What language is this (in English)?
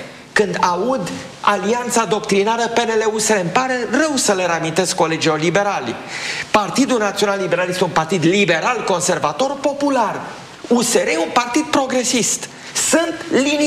Romanian